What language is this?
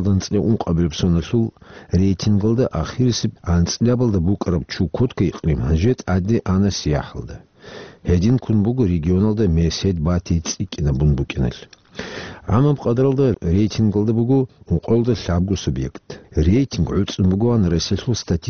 Avaric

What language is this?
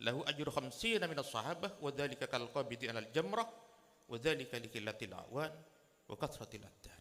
Madurese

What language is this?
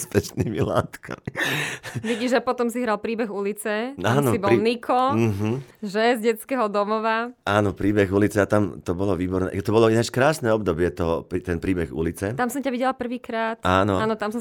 Slovak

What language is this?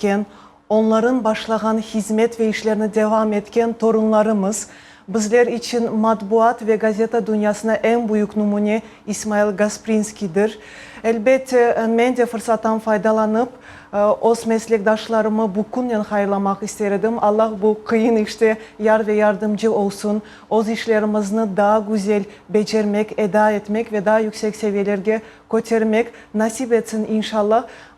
Crimean Tatar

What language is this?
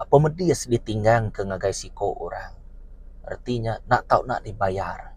Iban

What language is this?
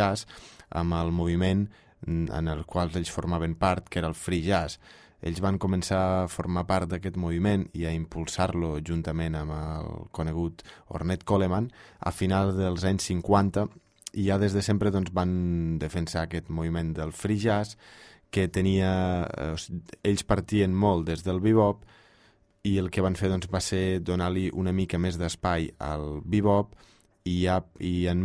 Catalan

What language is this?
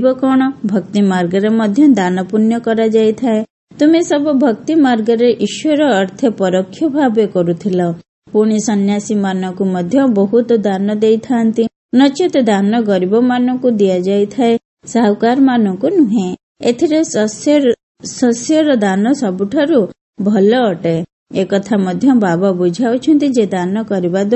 Odia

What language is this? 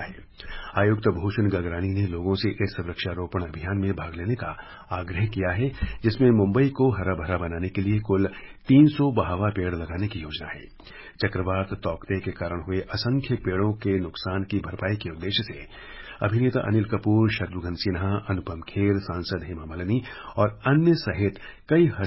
Hindi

